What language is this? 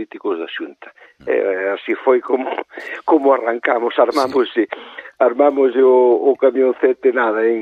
Galician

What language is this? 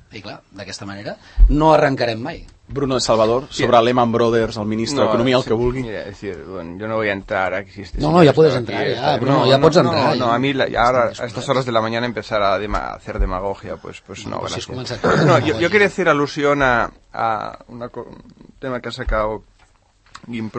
Catalan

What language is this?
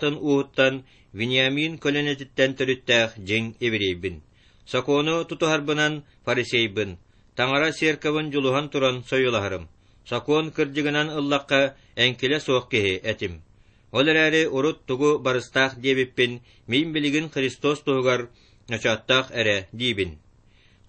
Yakut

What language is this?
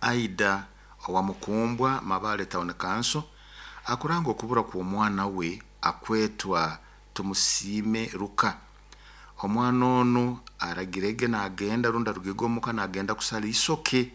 Nyoro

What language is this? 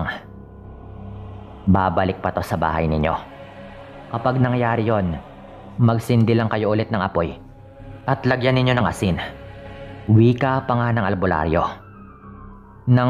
Filipino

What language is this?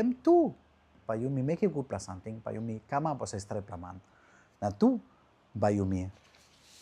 Tok Pisin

